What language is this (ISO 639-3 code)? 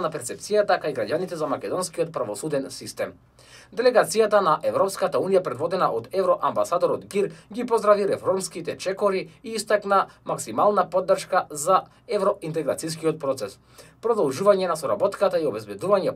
mkd